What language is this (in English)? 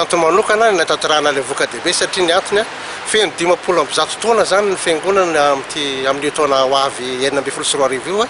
Malagasy